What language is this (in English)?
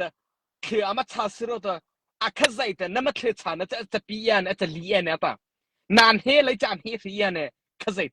Mara Chin